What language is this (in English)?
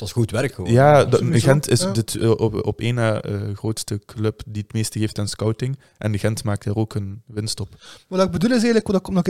Dutch